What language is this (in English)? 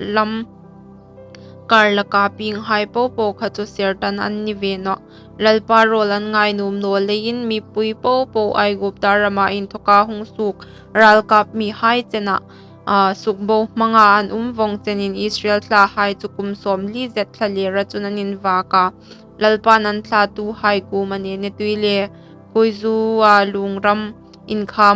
Hmar